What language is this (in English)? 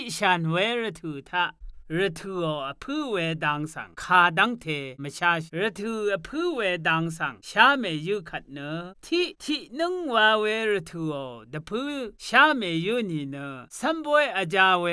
Rawang